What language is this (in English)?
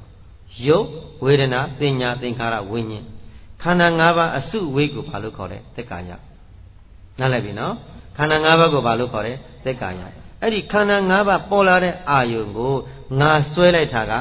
Burmese